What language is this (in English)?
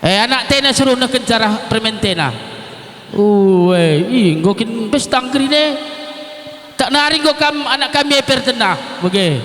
Batak Karo